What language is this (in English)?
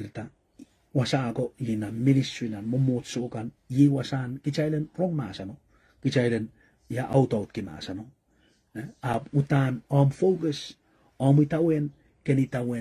Pohnpeian